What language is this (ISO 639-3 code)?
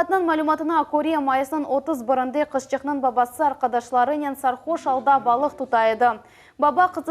crh